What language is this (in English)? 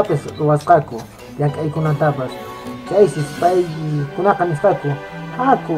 Quechua